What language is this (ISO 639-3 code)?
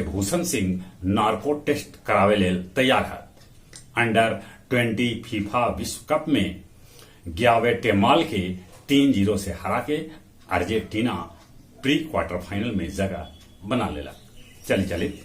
mag